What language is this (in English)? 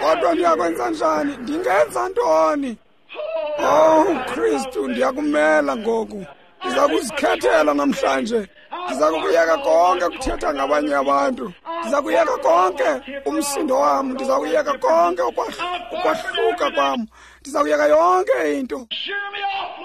Xhosa